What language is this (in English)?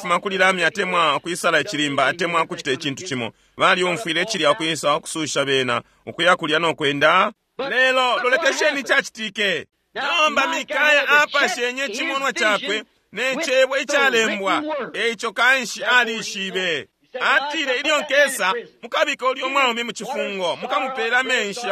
Bemba